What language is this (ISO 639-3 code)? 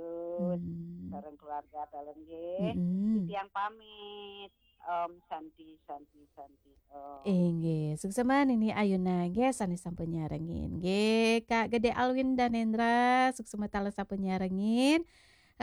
ban